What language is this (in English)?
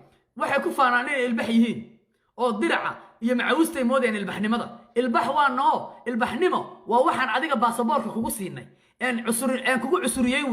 Somali